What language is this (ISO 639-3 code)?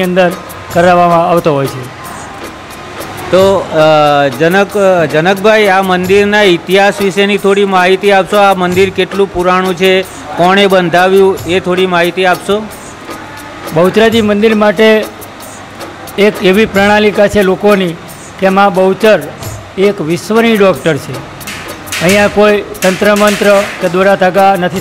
guj